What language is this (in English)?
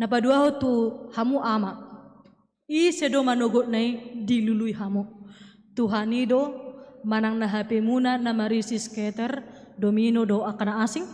Batak Toba